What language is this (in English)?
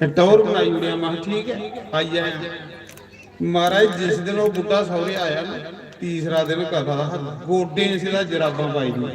Dogri